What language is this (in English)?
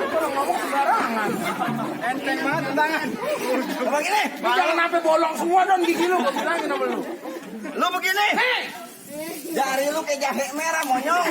Betawi